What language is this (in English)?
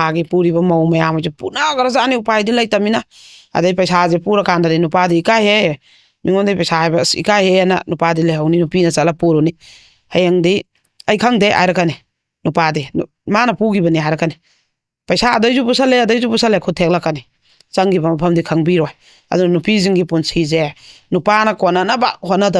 Manipuri